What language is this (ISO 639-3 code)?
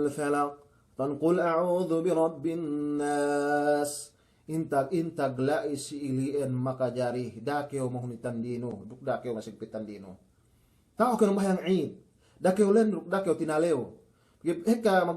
yka